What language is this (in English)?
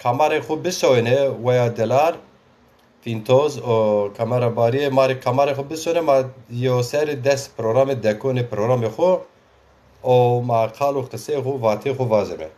Zaza